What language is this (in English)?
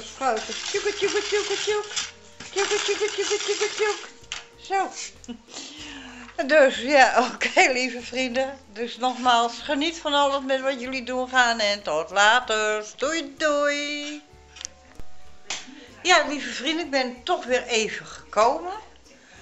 Dutch